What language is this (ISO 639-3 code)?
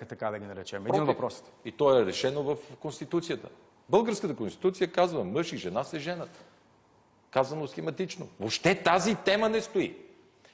bul